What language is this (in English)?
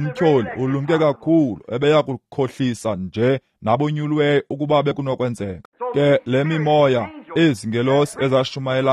Xhosa